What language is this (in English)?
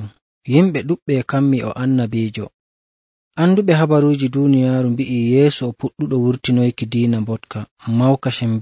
Nigerian Fulfulde